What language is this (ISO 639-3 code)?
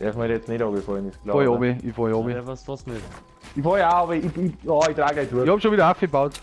bar